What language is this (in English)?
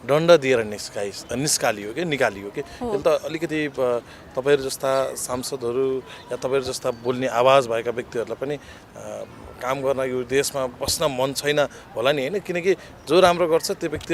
Nepali